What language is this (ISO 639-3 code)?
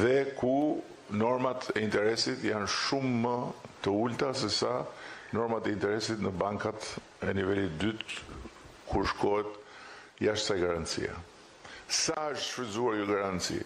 sqi